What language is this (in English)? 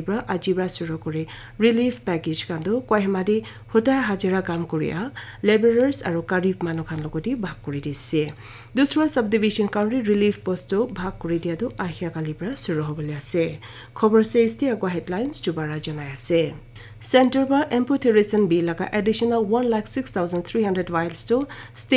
Naga Pidgin